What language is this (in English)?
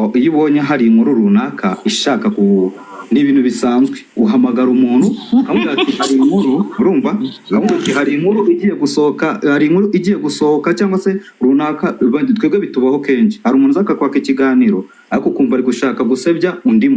Kinyarwanda